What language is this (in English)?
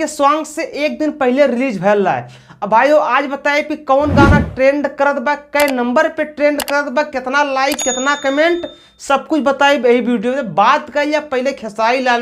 Bhojpuri